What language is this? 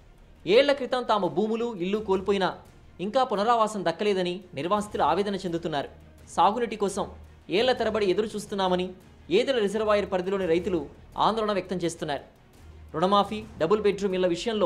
Telugu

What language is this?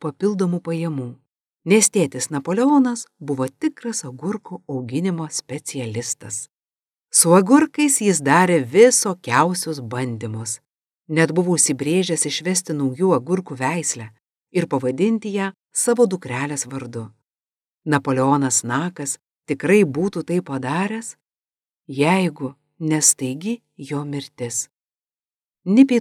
Lithuanian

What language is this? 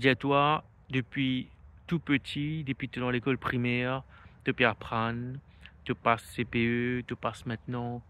Morisyen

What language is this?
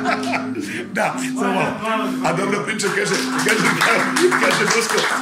Serbian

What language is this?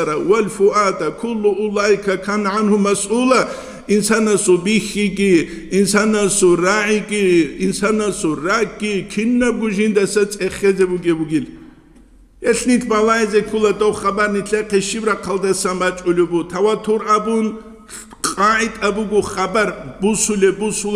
Avaric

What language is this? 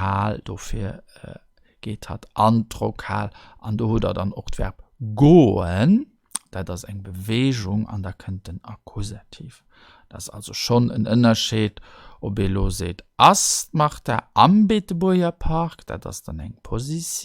Luxembourgish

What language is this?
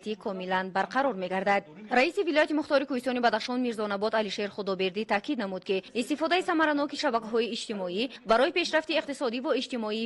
Tajik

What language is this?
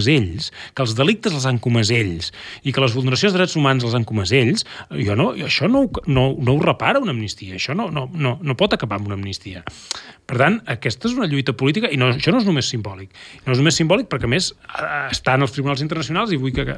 Catalan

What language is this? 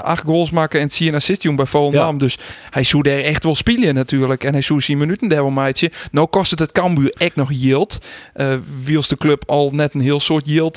Western Frisian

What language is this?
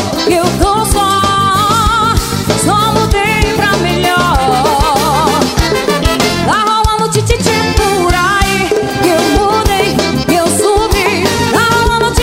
Portuguese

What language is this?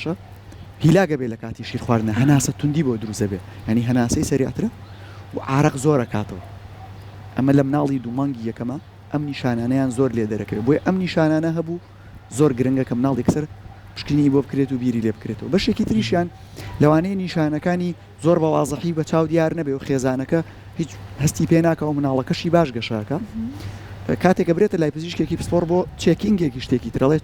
Central Kurdish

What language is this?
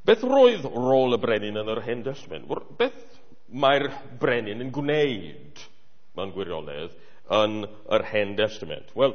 Welsh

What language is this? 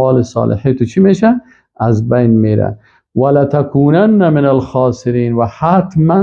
Persian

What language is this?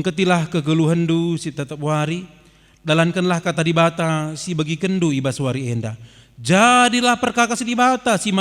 Batak Karo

